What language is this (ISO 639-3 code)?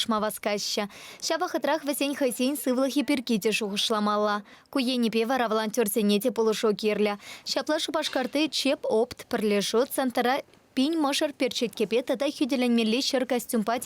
chv